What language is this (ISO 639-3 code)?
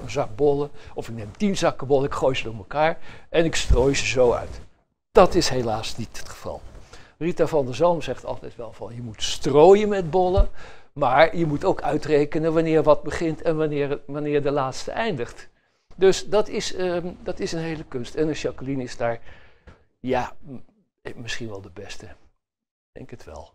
nld